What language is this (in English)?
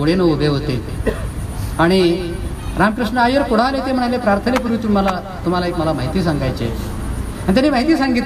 Marathi